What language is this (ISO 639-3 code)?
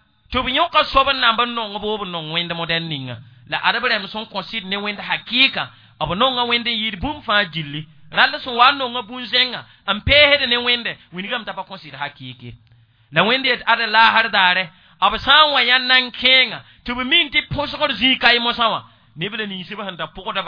mos